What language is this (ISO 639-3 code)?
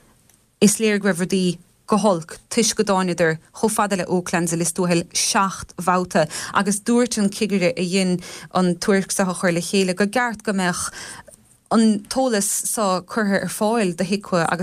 gle